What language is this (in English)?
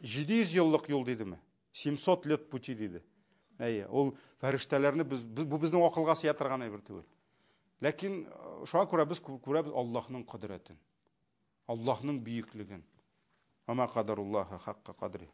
Tatar